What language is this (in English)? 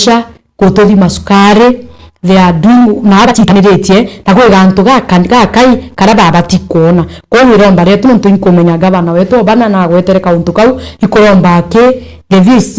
Meru